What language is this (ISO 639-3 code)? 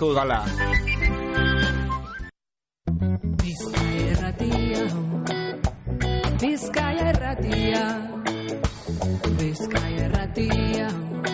eus